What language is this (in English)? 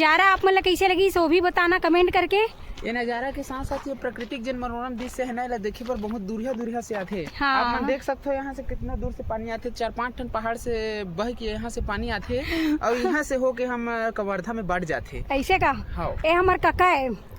Chhattisgarhi